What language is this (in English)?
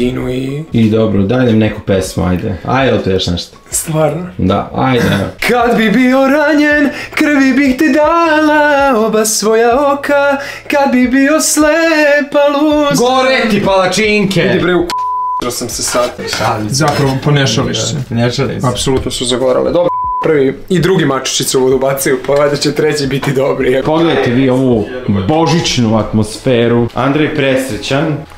Serbian